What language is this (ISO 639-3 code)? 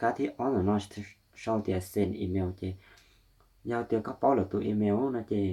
hmn